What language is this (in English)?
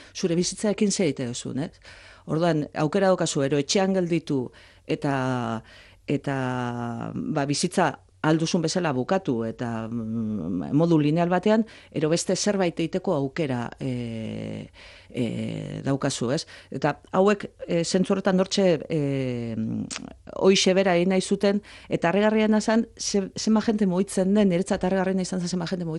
Basque